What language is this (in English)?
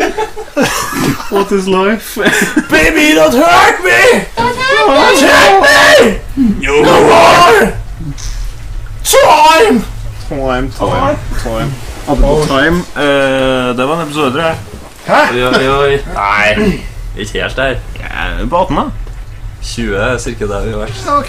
Norwegian